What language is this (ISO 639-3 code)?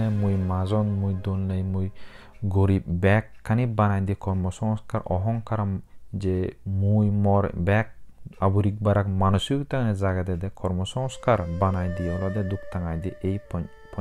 ccp